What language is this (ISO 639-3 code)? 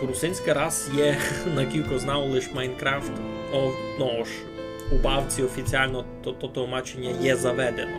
rue